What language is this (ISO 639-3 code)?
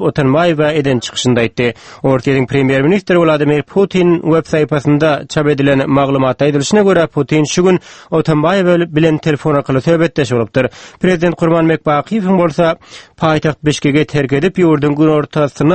tuk